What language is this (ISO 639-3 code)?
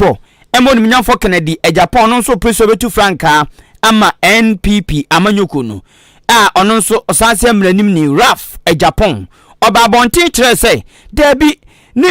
aka